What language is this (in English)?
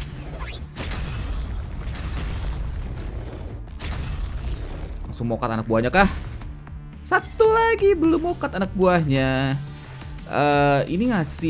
Indonesian